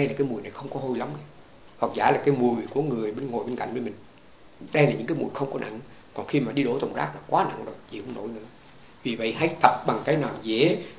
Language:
Vietnamese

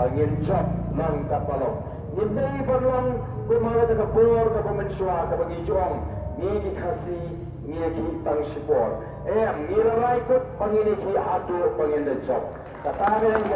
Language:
Khasi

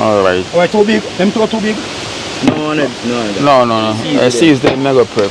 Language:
Jamaican Creole English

